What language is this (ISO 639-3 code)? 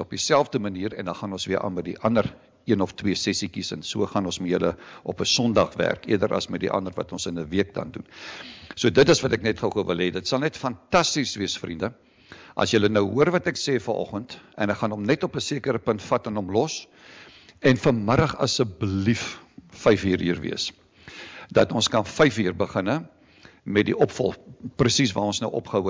afr